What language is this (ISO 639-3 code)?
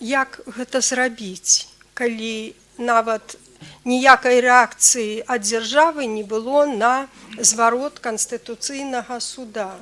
bel